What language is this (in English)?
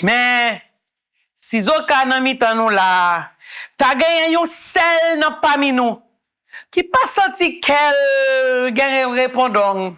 Haitian Creole